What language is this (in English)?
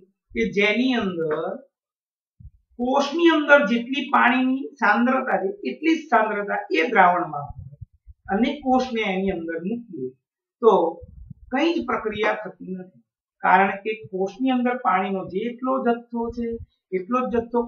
Gujarati